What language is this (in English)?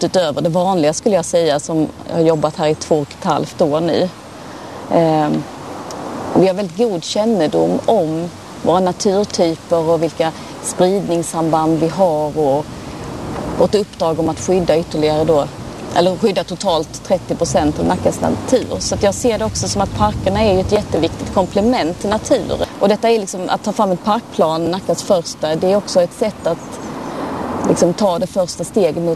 Swedish